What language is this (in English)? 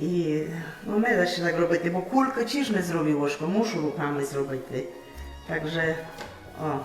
Rusyn